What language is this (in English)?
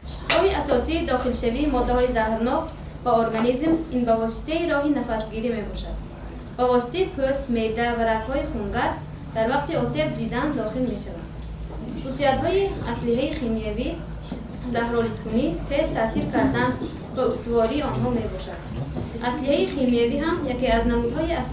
Tajik